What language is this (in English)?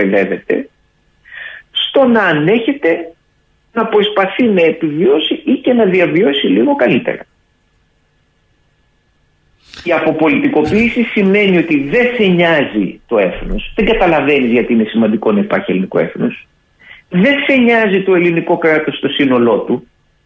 Greek